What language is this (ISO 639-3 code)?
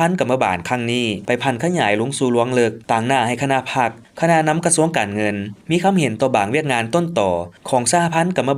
lao